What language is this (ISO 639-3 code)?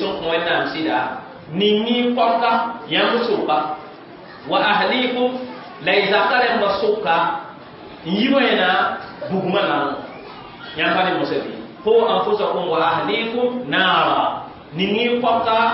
mos